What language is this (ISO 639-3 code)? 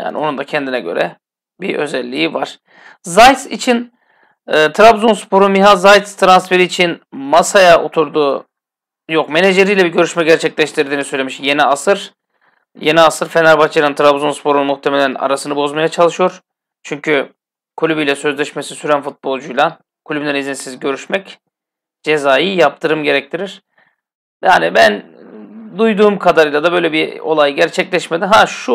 tur